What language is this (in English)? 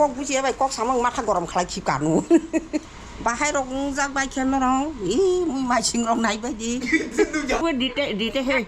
Kok Borok